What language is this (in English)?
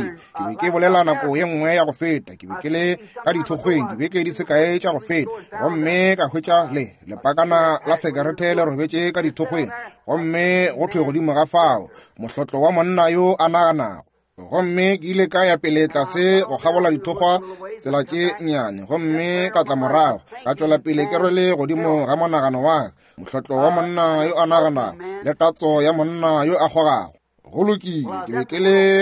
Northern Sotho